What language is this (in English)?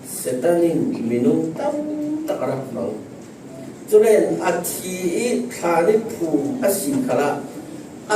Falam Chin